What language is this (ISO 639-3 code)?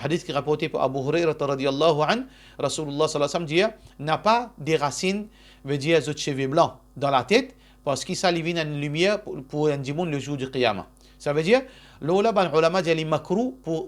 mfe